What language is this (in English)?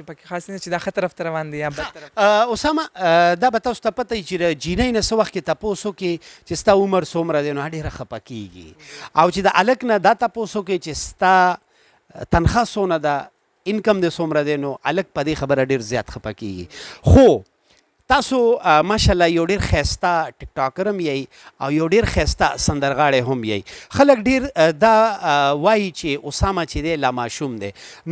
Pashto